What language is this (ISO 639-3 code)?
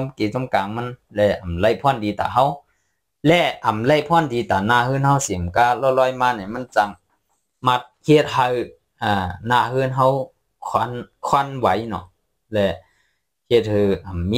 shn